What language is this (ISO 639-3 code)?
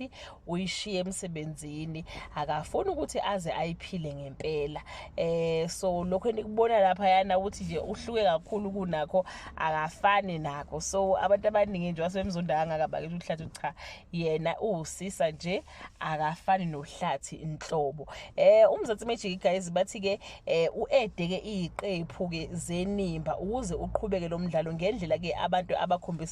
zul